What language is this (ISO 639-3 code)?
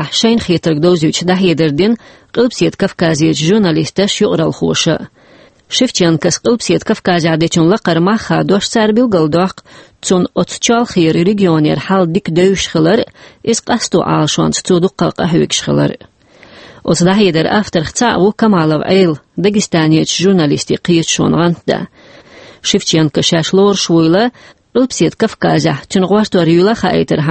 che